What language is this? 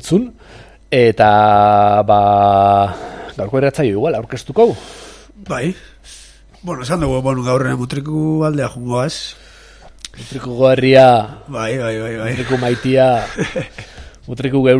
Basque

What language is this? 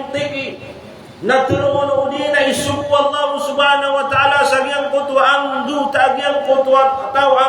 Maranao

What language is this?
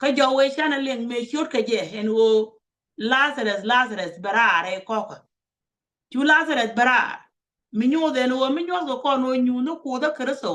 Nuer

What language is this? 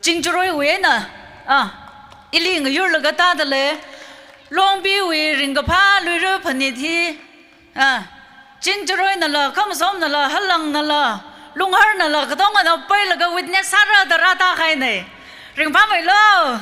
Tangkhul Naga (India)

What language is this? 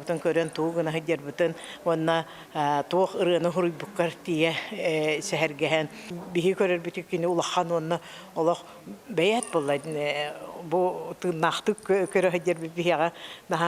Yakut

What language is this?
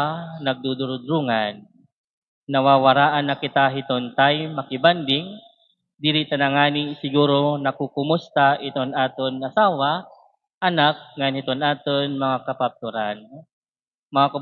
Waray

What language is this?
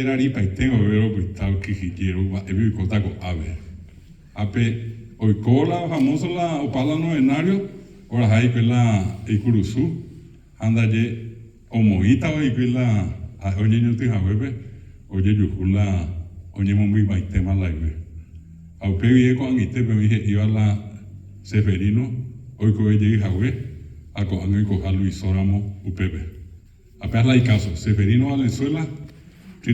Guarani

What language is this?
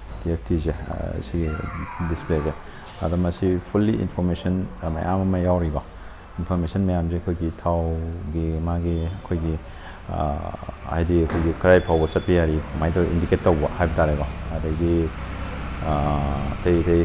Manipuri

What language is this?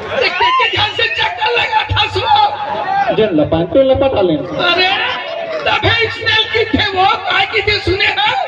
Chhattisgarhi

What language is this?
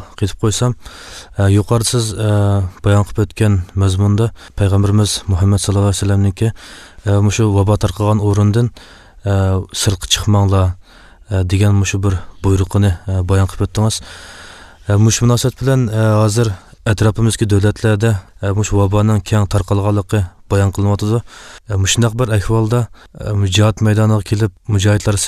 Uyghur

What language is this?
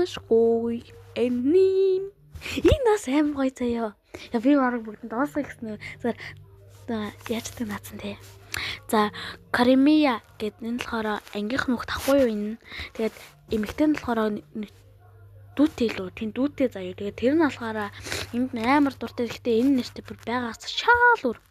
Mongolian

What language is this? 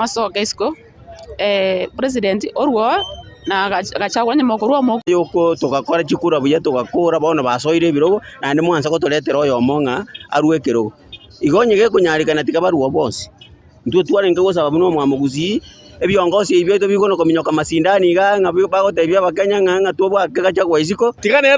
Gusii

